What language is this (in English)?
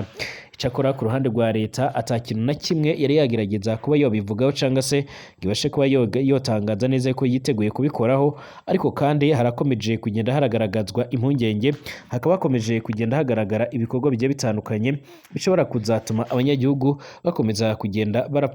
Rundi